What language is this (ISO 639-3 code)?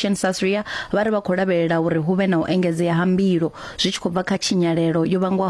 ven